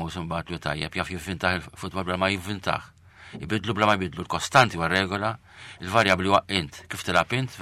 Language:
Maltese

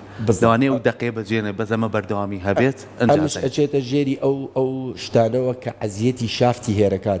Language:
Central Kurdish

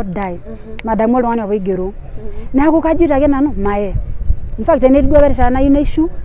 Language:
Masai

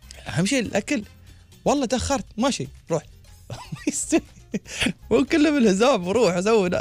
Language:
Gulf Arabic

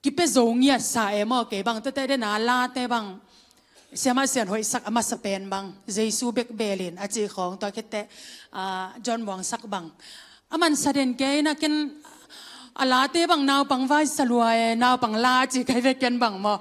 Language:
Tedim Chin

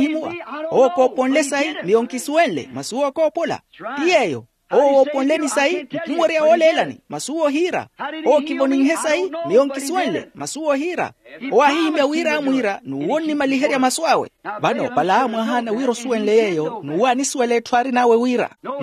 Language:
Makhuwa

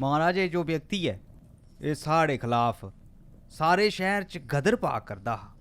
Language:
Dogri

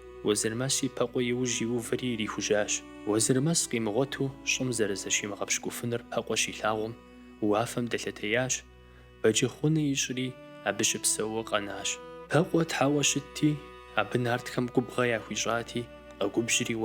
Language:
Kabardian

